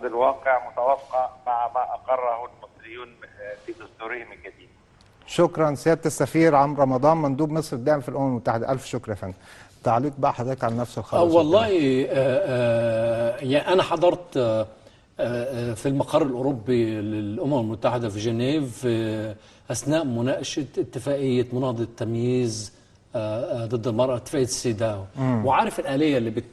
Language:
Egyptian Arabic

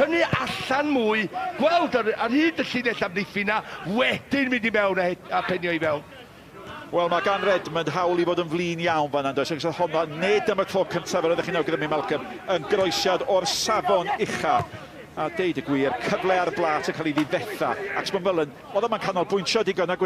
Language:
Welsh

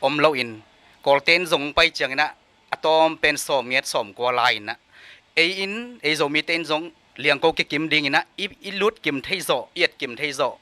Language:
Tedim Chin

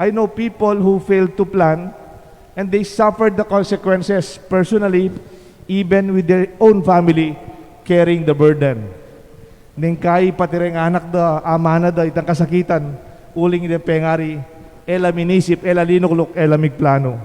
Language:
Pampanga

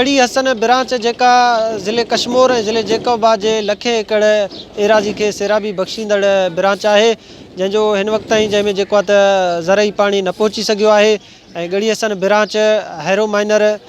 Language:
Sindhi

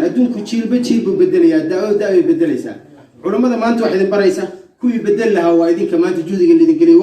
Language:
Somali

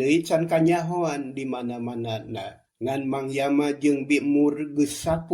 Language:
Sundanese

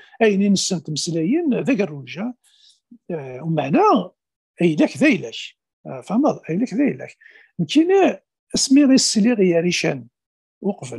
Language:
Kabyle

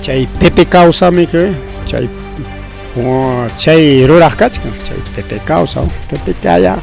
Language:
Ayacucho Quechua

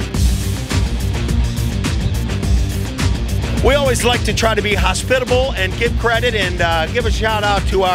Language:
English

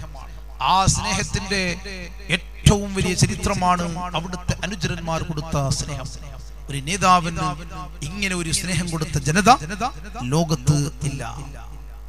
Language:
Malayalam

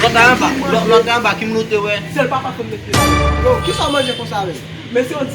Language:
Haitian Creole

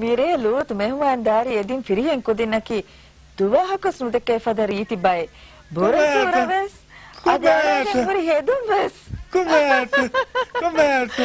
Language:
Divehi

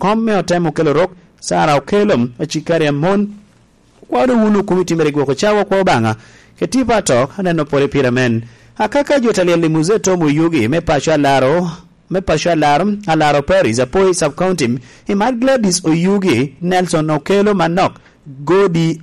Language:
Lango (Uganda)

